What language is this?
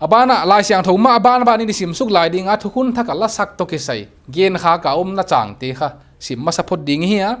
Paite Chin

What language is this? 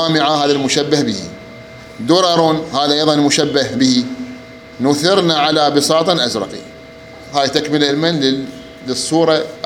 Mesopotamian Arabic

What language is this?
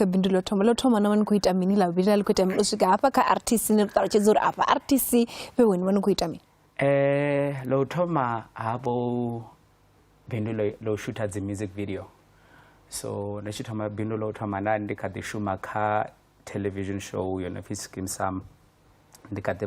Venda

